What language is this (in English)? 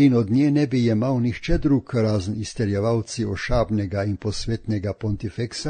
Slovenian